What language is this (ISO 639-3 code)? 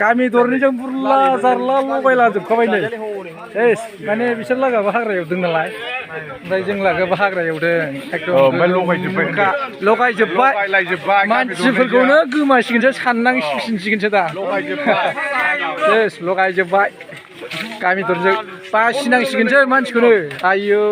brx